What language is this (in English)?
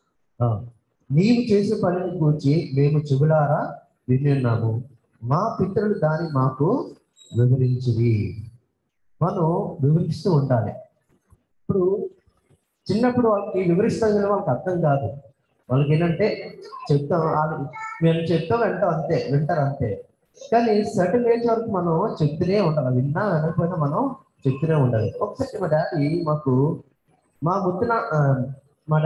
Telugu